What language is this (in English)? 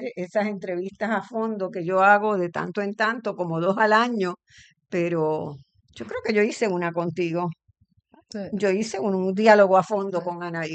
Spanish